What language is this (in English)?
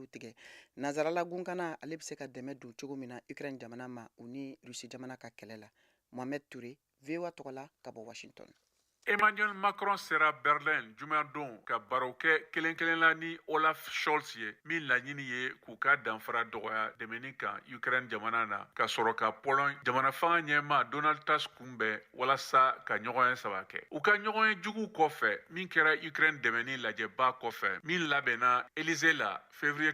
Bambara